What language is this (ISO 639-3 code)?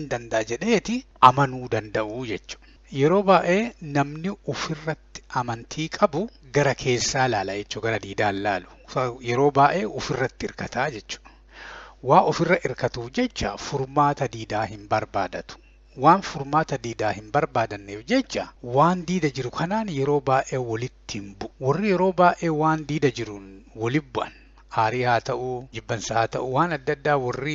orm